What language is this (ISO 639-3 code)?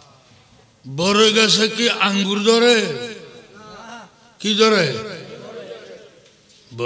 ben